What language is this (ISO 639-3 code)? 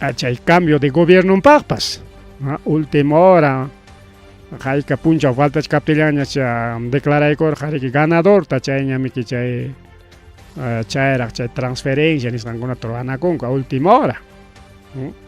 quy